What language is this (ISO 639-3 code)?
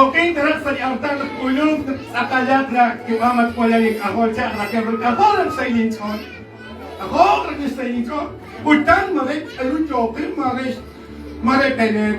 kek